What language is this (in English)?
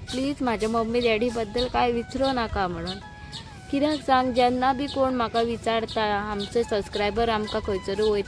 Konkani